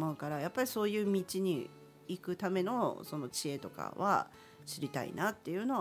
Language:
Japanese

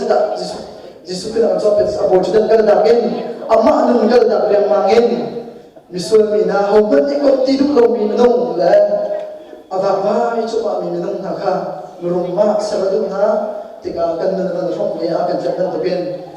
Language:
Hakha Chin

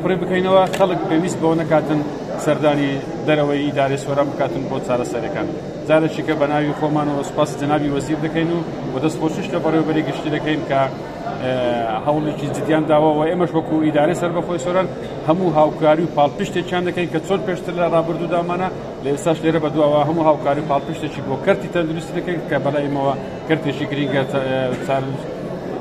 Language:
Central Kurdish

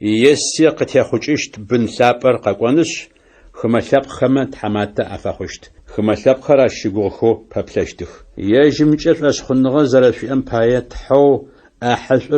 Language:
Adyghe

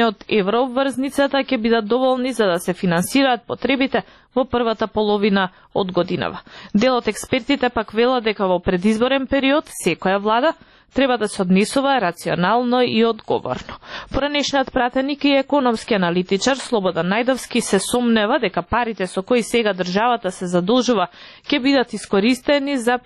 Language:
Macedonian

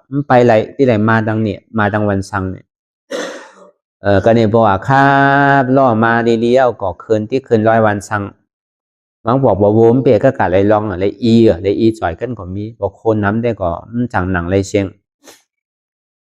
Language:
Shan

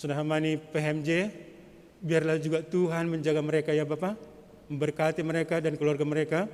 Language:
Batak Simalungun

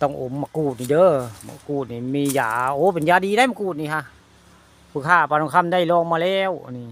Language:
Northeastern Thai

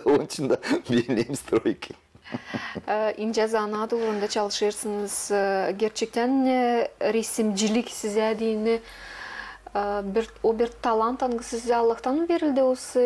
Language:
Gagauz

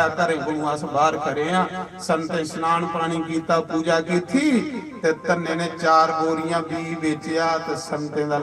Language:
Dogri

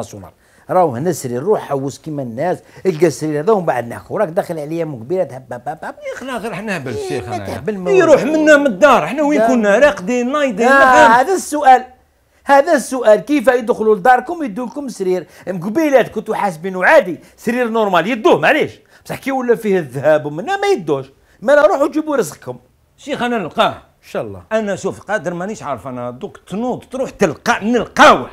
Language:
Algerian Arabic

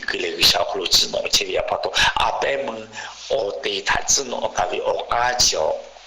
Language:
Lahu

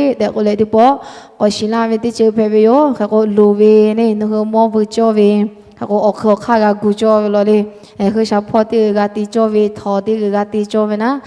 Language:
Lahu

